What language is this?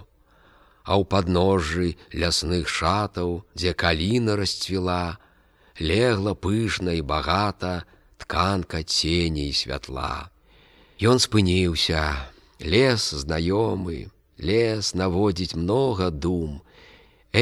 Belarusian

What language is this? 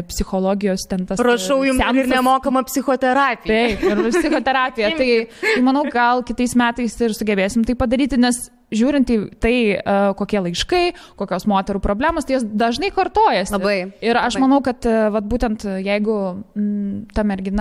Lithuanian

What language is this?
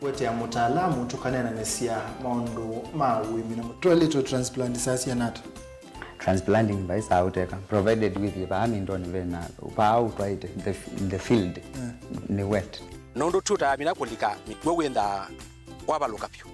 Kamba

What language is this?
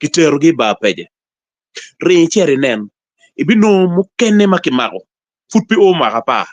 Acoli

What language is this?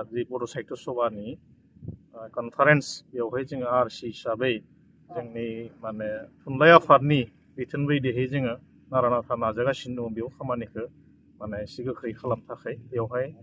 Bodo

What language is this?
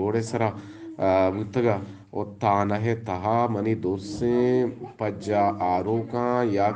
Eastern Balochi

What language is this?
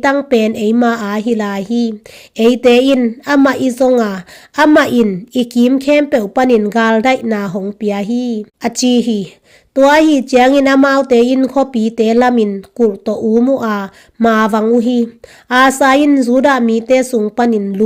Tedim Chin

